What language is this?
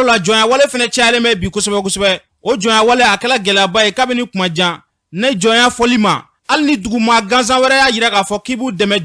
Bambara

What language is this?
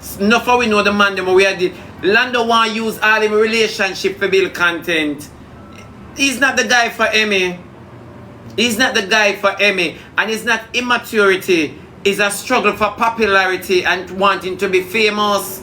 Jamaican Creole English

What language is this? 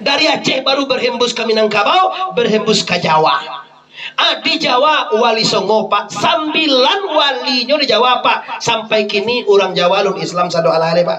Minangkabau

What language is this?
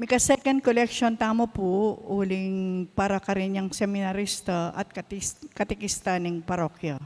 Pampanga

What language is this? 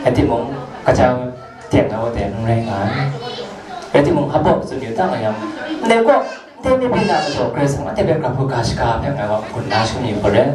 Kachin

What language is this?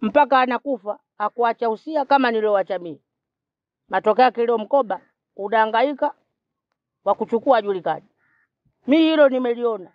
Swahili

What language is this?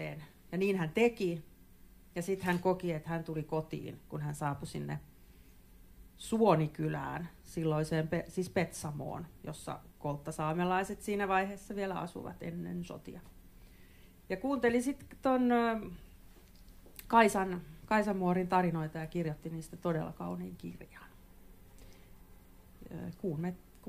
Finnish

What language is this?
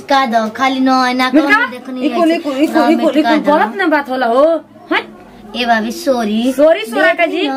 Bhojpuri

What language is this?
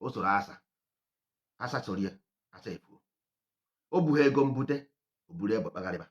Igbo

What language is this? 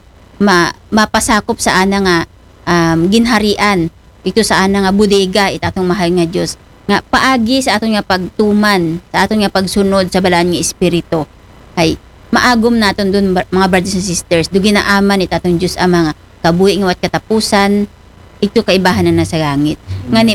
Aklanon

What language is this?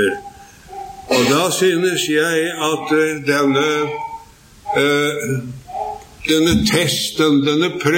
Norwegian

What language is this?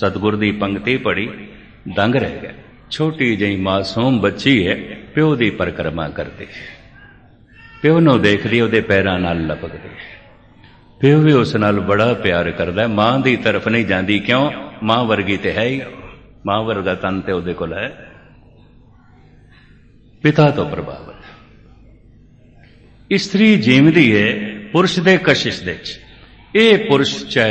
Punjabi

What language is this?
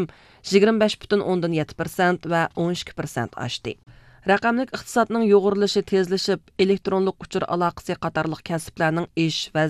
Uyghur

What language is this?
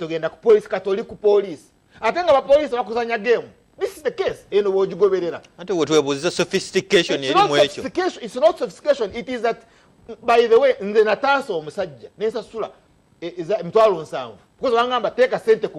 Ganda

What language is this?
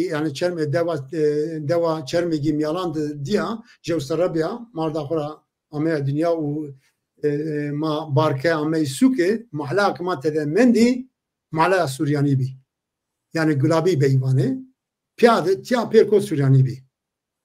Zaza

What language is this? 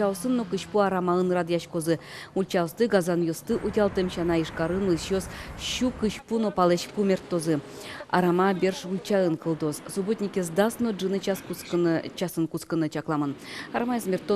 Udmurt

